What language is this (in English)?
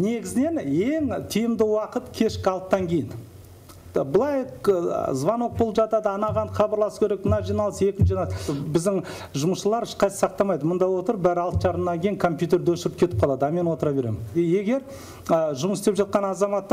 Kazakh